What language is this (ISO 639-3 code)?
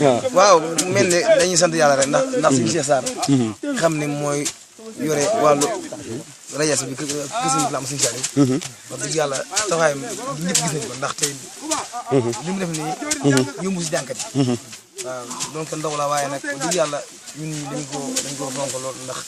wol